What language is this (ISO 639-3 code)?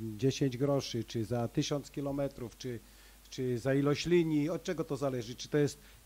pol